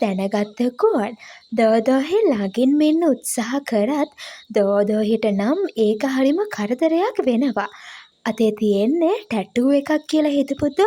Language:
Sinhala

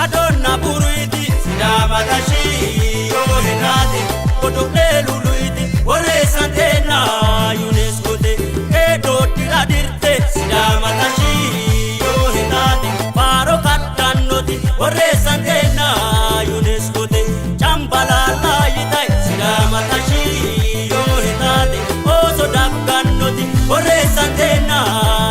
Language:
Sidamo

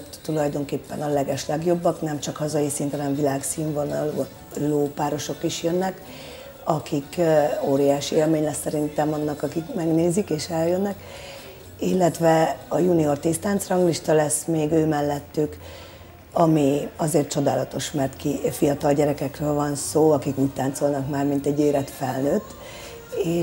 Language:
Hungarian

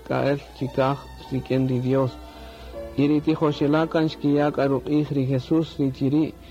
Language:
Kaqchikel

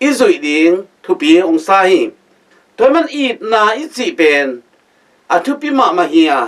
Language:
Tedim Chin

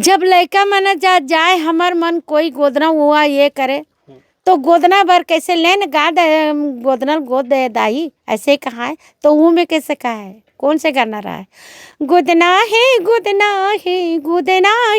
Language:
Chhattisgarhi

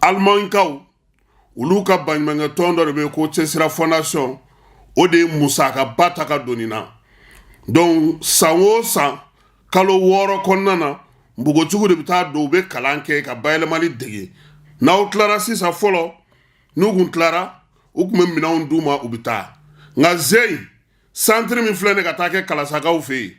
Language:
Bambara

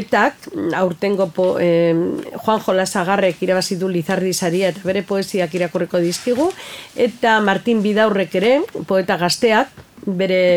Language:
Basque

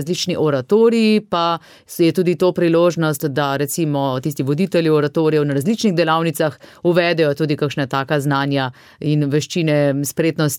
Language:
Slovenian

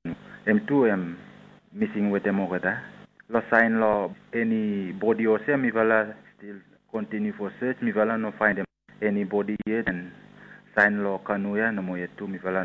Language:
Bislama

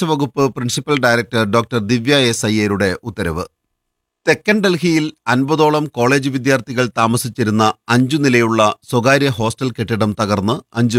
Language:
Malayalam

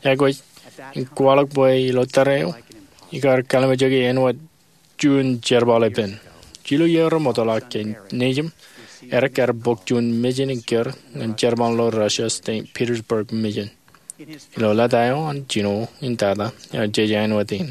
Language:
Marshallese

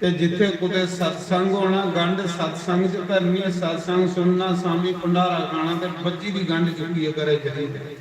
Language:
Dogri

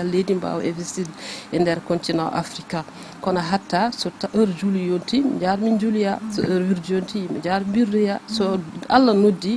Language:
Fula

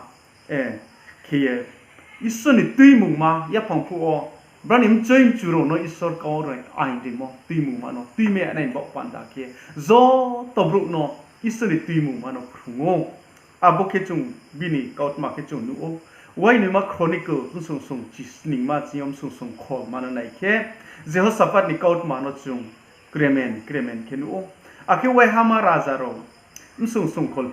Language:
Riang (India)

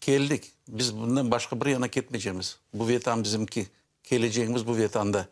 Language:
Crimean Tatar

